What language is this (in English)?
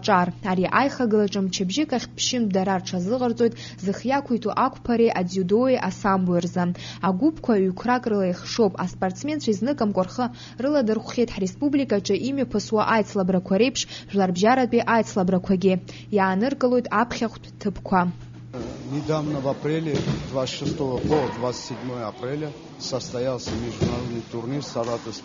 Abkhazian